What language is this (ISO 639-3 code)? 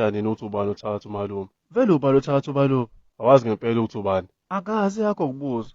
zul